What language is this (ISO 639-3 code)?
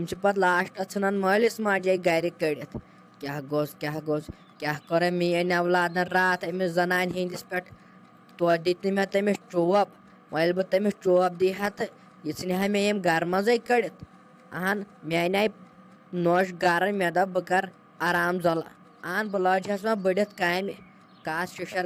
kas